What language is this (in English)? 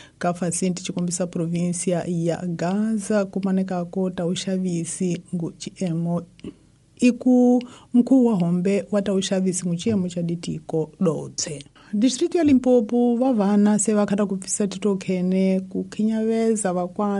Tsonga